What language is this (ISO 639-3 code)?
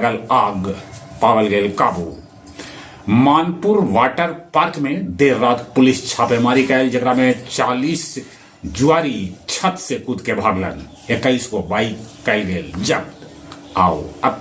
mag